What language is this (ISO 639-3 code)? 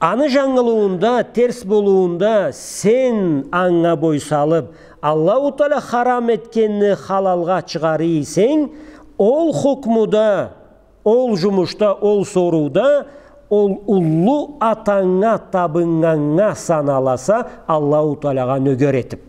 krc